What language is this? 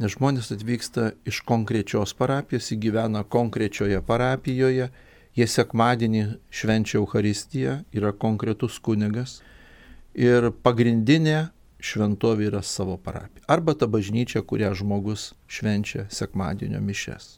Lithuanian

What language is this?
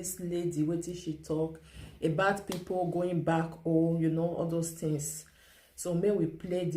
Nigerian Pidgin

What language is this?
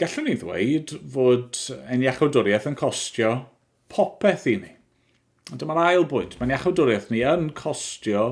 Welsh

